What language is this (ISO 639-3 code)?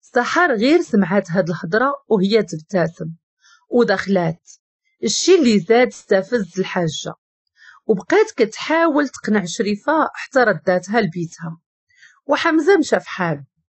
ary